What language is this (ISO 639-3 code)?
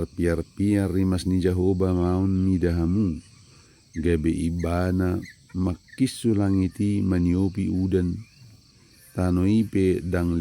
bbc